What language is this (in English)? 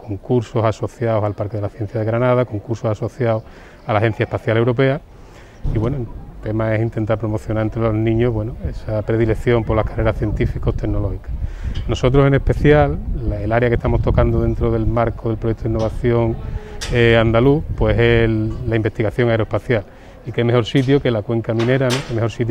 Spanish